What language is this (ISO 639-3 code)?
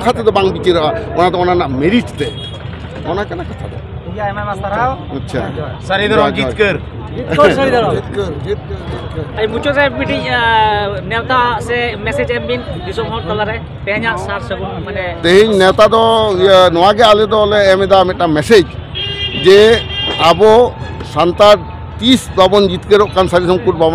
sat